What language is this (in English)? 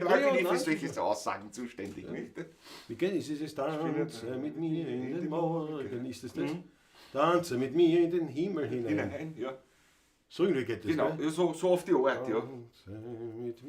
Bavarian